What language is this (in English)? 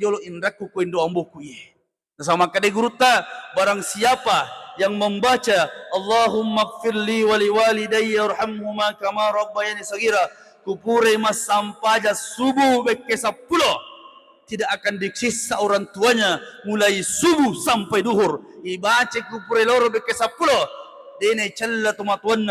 Buginese